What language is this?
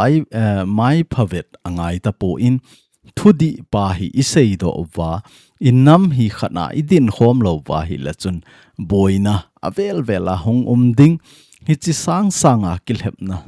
Thado Chin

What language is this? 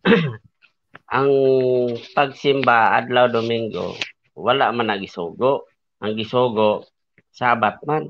Cebuano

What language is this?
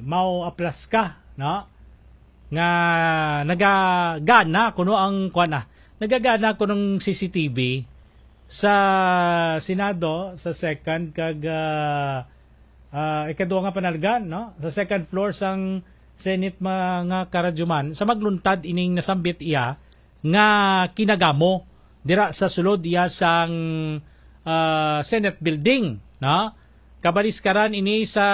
Hiligaynon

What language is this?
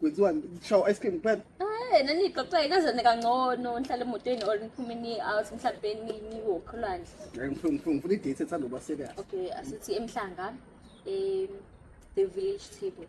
Zulu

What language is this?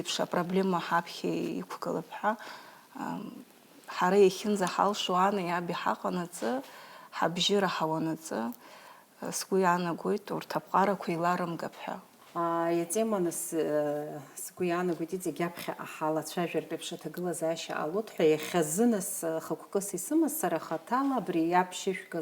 Abkhazian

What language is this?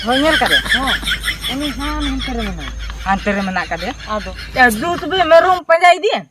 Santali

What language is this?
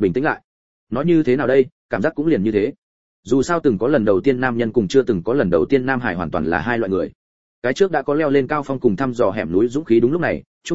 Vietnamese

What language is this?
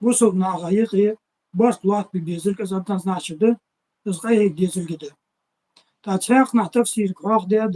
Ingush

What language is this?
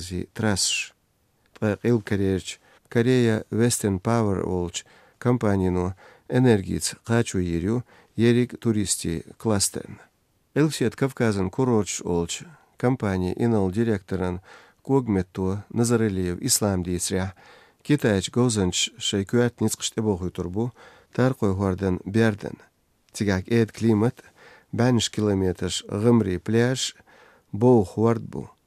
Chechen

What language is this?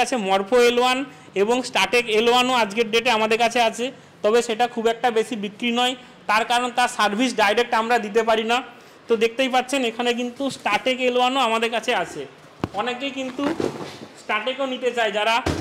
Bangla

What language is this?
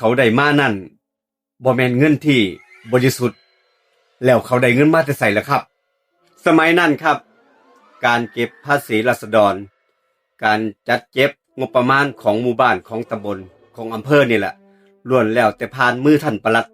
Northeastern Thai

